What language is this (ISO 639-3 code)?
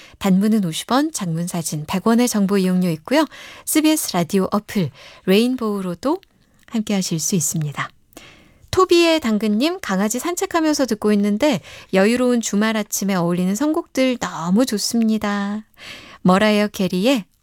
kor